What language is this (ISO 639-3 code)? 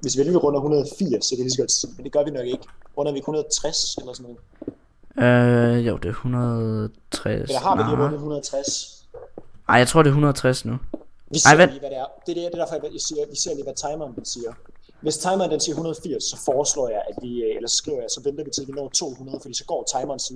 dan